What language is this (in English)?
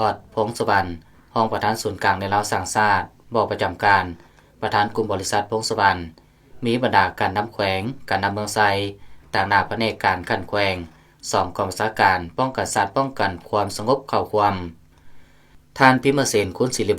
Lao